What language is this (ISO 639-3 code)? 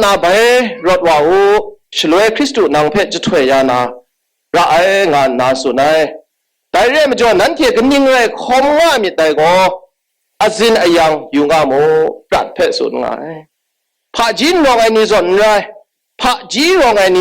kac